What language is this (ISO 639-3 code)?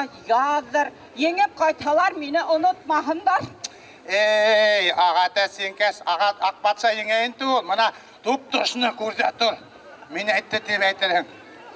bak